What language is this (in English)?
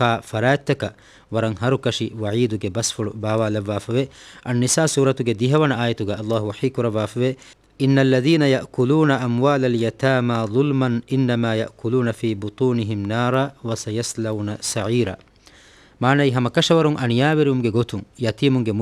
Divehi